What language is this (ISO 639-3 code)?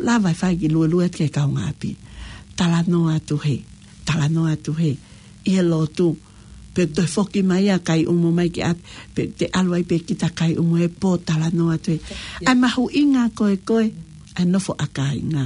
ton